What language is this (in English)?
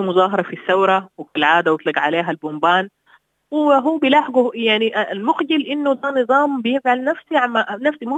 Sudanese Arabic